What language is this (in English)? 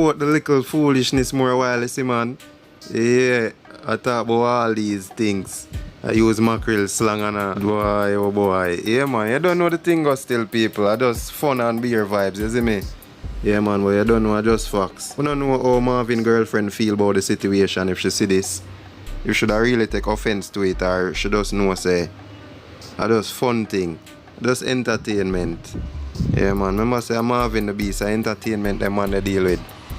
Jamaican Creole English